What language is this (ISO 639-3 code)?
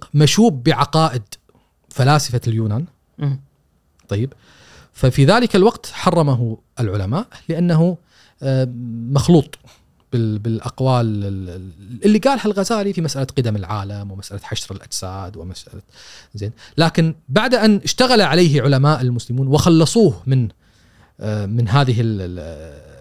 afb